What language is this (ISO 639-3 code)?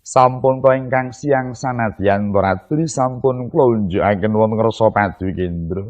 jav